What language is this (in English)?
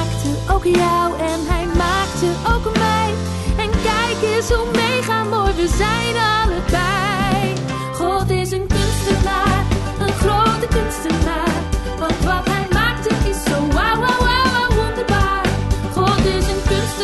Dutch